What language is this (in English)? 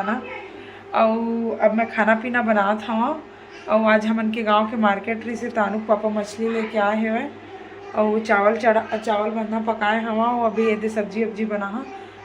Chhattisgarhi